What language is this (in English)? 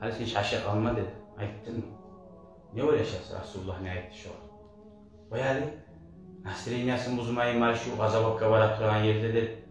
Kumyk